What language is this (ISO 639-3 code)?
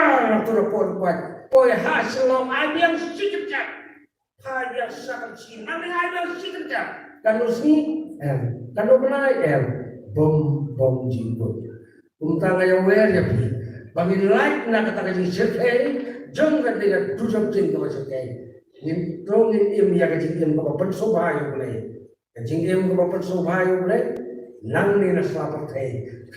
kha